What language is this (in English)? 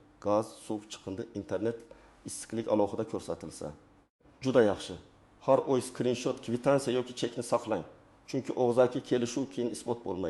Uzbek